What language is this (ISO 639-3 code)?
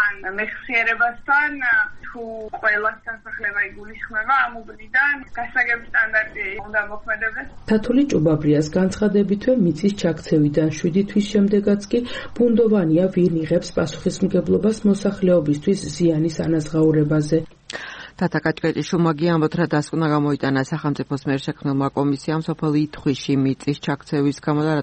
kat